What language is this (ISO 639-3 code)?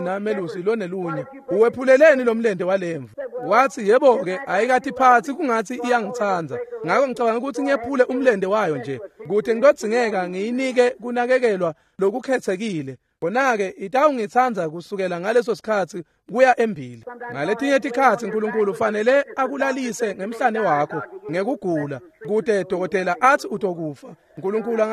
ssw